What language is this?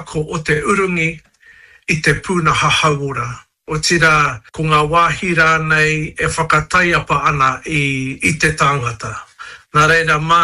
Māori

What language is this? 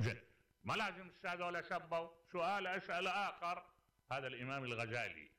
Mesopotamian Arabic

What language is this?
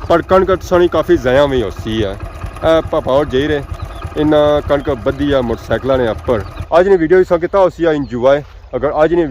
Pahari-Potwari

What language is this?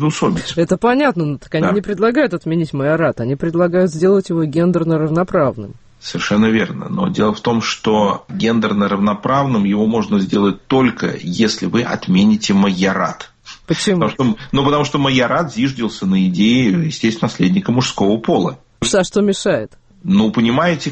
Russian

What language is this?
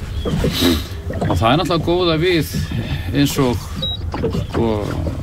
Icelandic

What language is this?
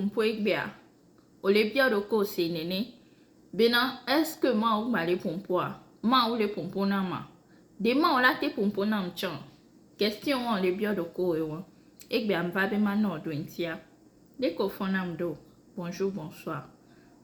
Ewe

